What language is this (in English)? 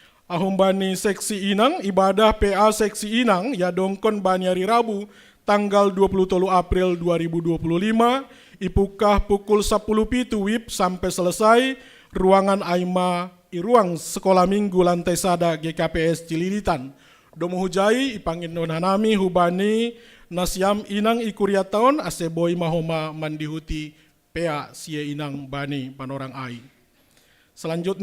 Batak Simalungun